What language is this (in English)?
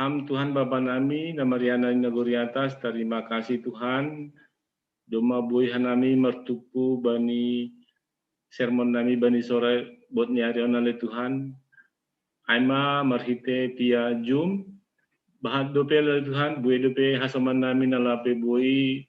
Batak Simalungun